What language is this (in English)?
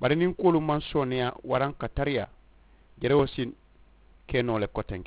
Mandingo